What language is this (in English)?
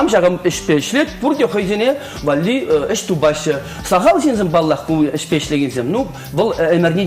Chuvash